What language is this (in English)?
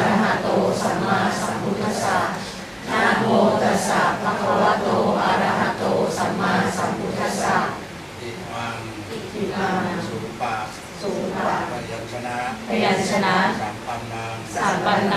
Pali